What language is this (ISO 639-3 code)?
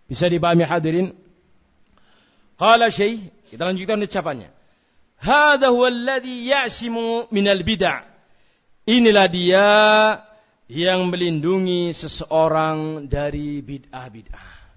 ind